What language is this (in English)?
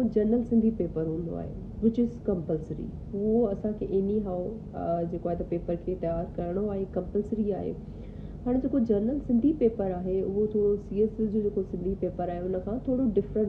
Sindhi